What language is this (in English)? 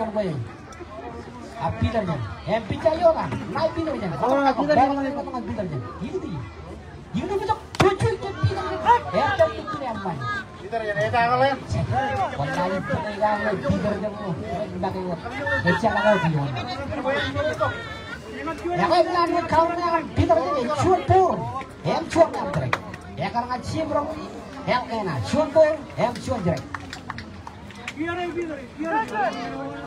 Marshallese